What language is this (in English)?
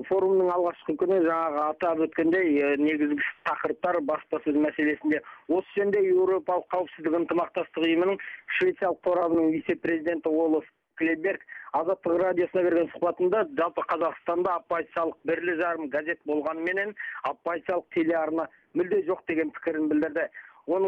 Kazakh